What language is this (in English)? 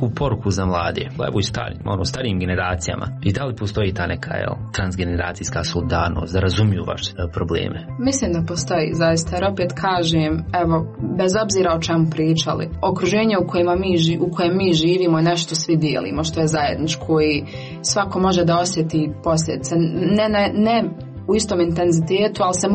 Croatian